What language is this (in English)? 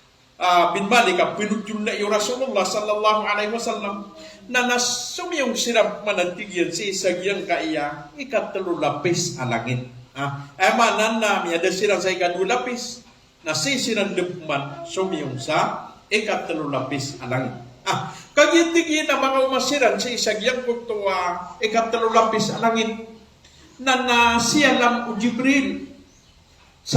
Maranao